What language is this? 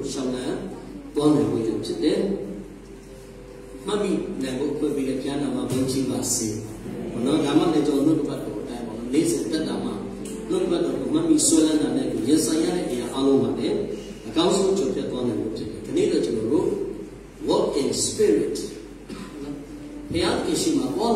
Burmese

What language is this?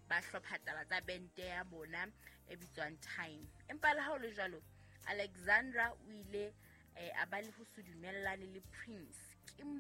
Southern Sotho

